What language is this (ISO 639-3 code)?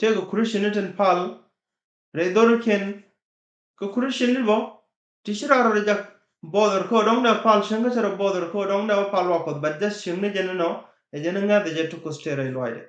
nus